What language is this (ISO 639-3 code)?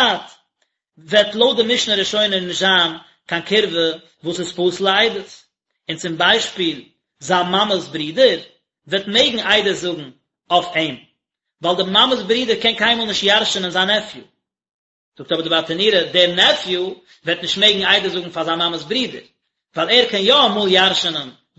yid